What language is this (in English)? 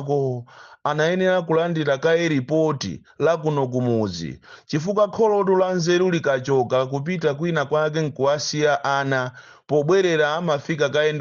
Nyanja